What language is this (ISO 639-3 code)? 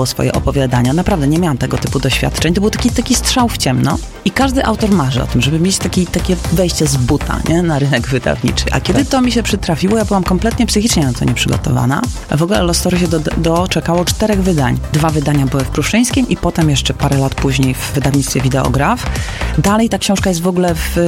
pol